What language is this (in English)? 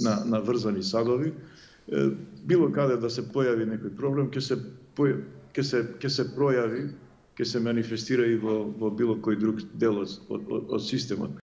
Macedonian